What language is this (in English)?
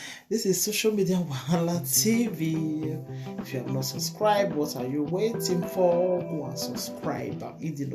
Nigerian Pidgin